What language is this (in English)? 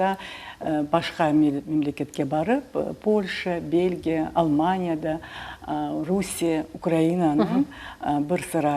Crimean Tatar